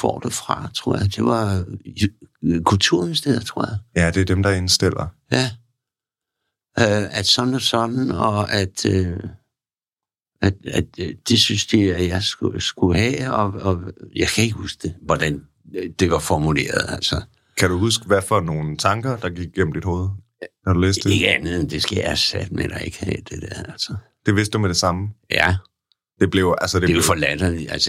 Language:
Danish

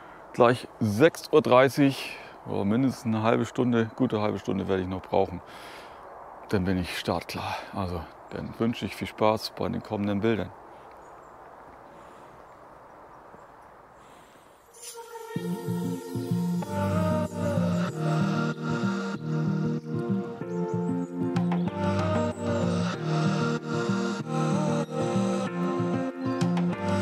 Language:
German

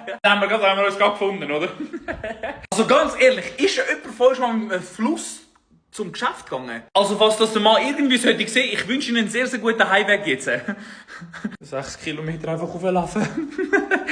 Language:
Swiss German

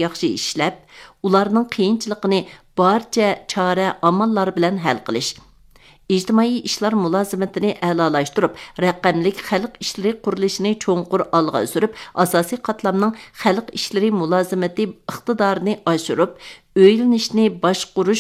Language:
Uyghur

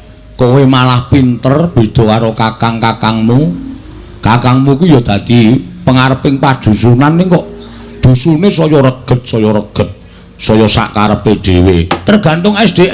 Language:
Javanese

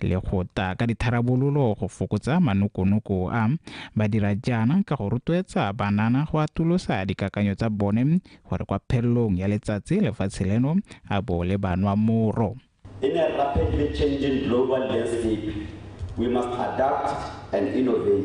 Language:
Tswana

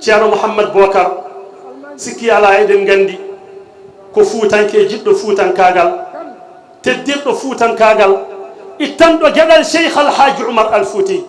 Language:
Fula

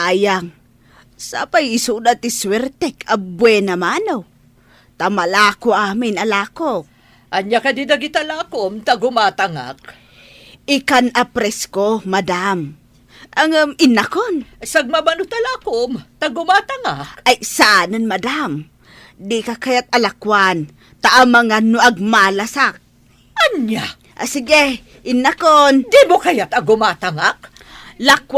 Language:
Iloko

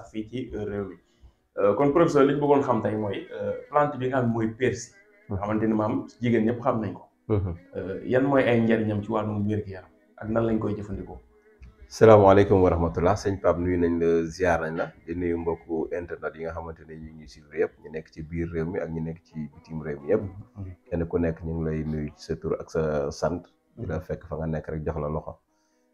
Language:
Wolof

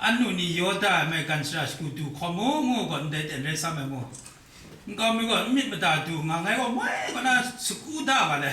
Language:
Kachin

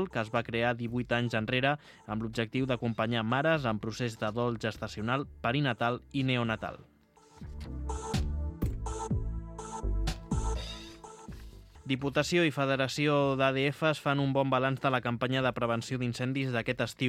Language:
Catalan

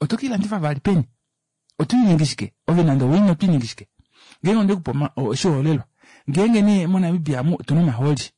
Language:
Kuanyama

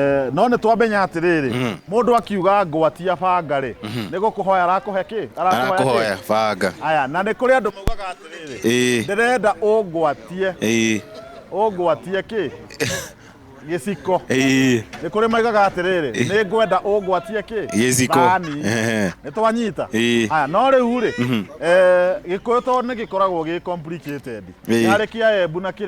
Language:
Kikuyu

